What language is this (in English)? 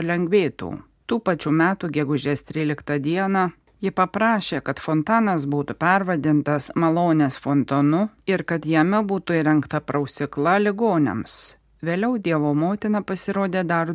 Lithuanian